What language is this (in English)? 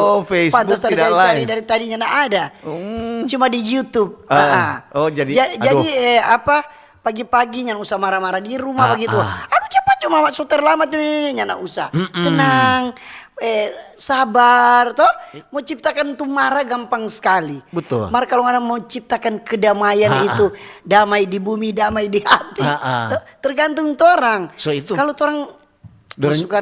Manado Malay